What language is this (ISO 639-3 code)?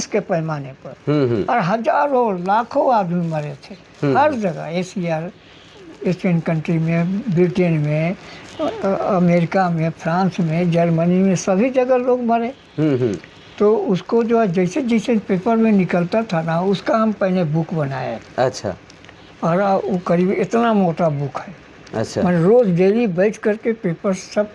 sck